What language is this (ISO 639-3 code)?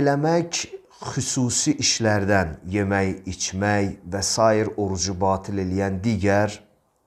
aze